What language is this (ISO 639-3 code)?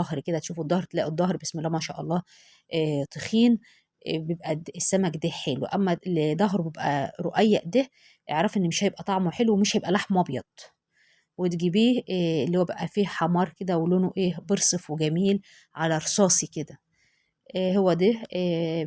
arz